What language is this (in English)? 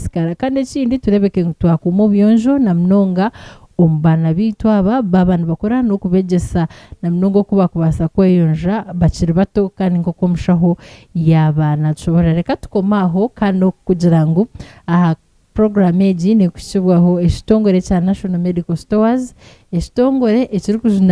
Nyankole